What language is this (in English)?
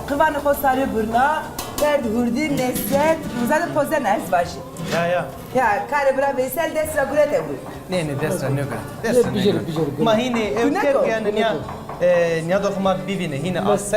Zaza